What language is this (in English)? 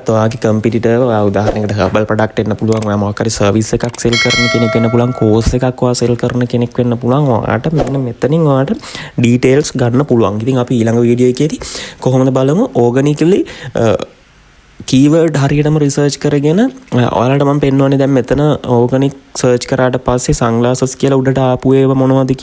Sinhala